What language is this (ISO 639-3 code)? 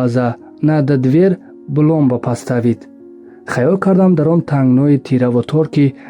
tgk